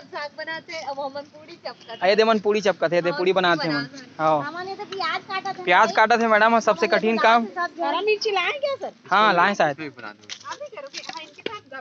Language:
Chhattisgarhi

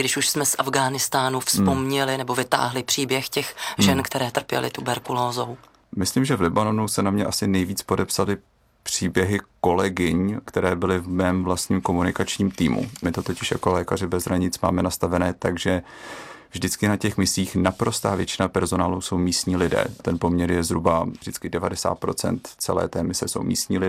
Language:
Czech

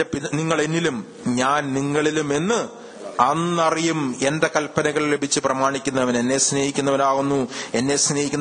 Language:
Malayalam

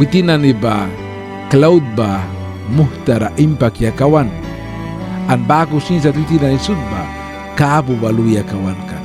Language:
Mískito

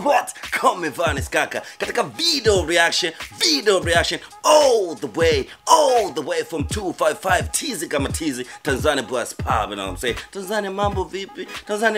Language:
Swahili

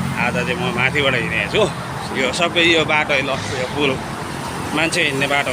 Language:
Nepali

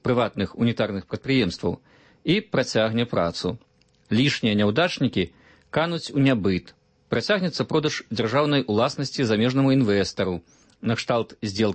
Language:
Belarusian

